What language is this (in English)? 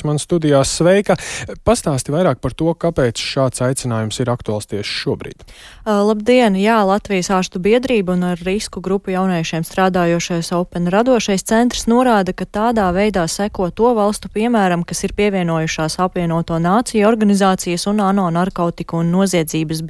Latvian